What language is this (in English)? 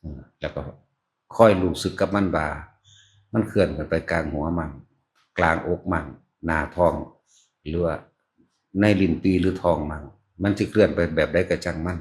Northeastern Thai